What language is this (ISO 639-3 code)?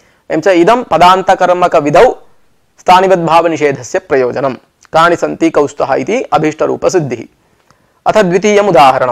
san